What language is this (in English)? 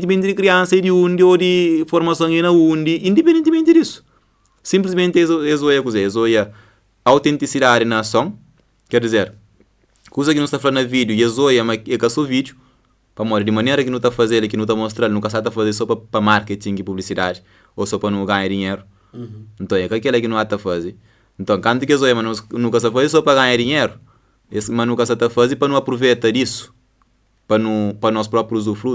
Kabuverdianu